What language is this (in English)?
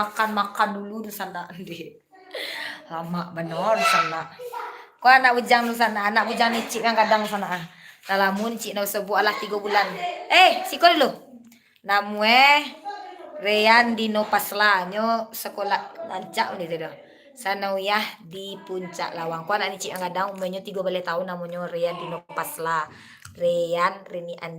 Minangkabau